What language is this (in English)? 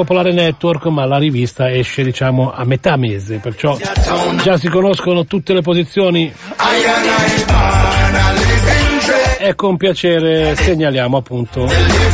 Italian